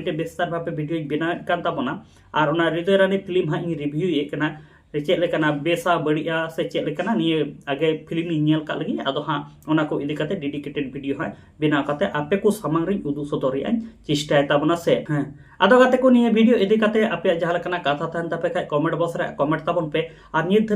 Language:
Santali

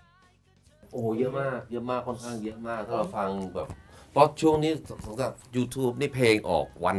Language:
Thai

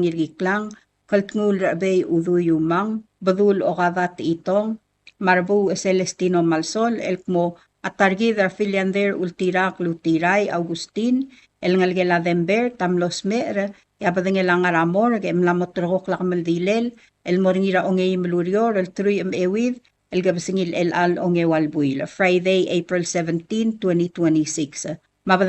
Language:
Palauan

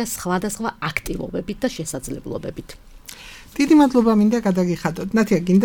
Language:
Georgian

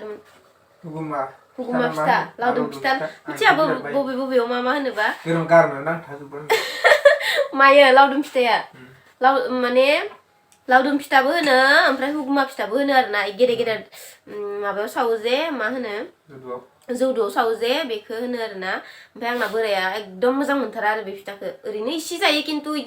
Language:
Bodo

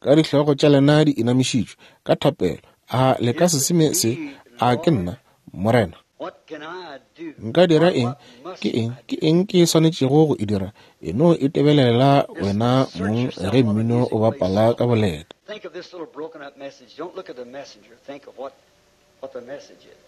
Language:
Northern Sotho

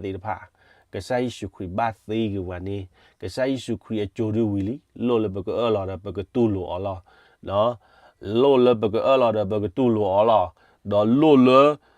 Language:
S'gaw Karen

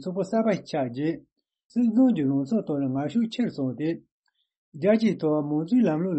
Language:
Tibetan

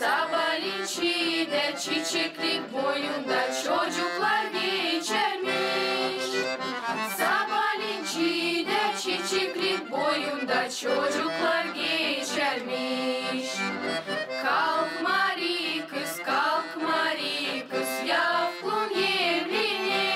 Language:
Gagauz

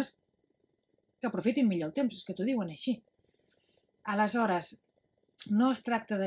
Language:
Catalan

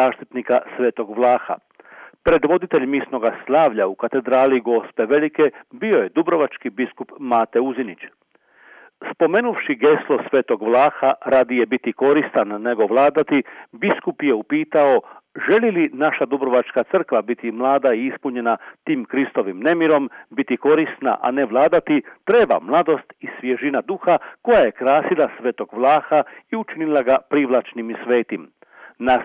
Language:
Croatian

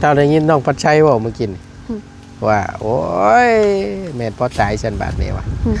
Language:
Northeastern Thai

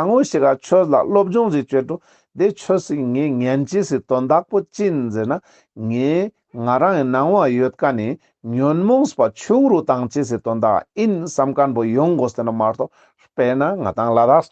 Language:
Ladakhi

